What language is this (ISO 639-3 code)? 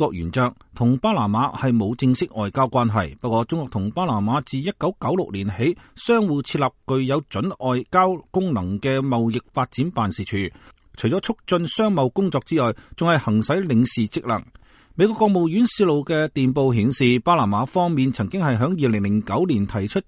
yue